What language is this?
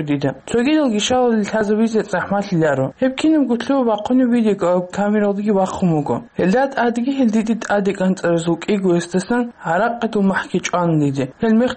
Avaric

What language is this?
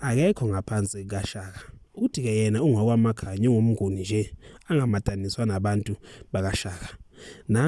Zulu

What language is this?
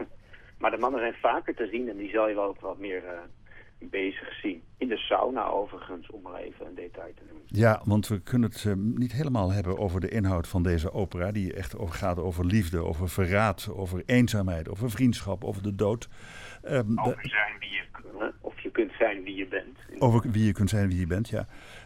Dutch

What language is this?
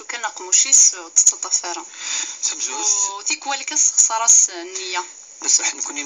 Kabyle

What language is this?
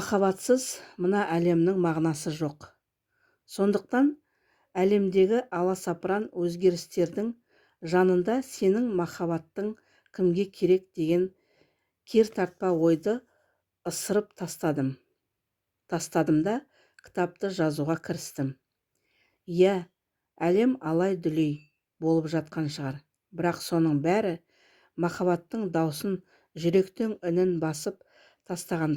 Kazakh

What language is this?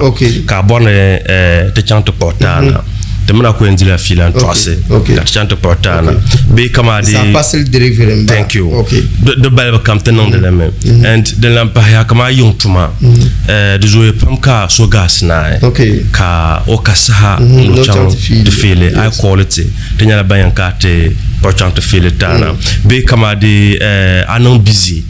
Dagbani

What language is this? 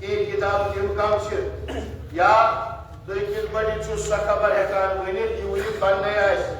Kashmiri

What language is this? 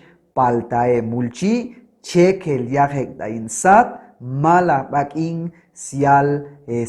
Chuj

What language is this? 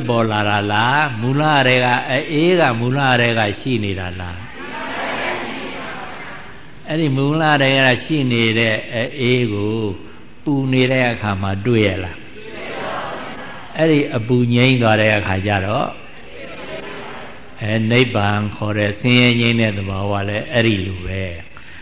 Burmese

